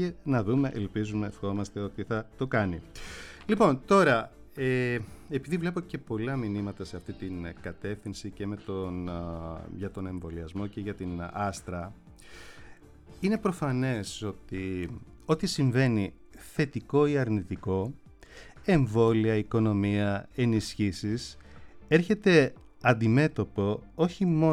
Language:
Greek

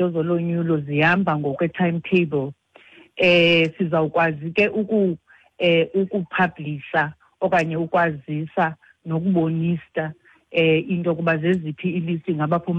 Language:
Xhosa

